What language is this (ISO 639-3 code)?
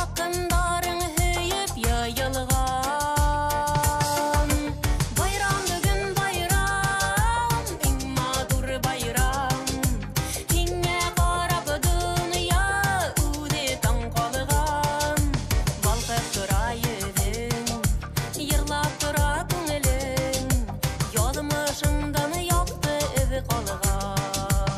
bak